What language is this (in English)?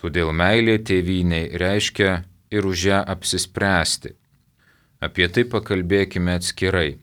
Lithuanian